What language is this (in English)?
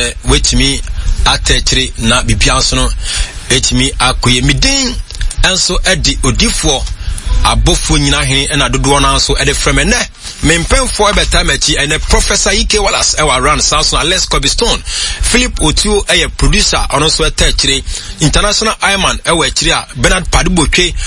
Akan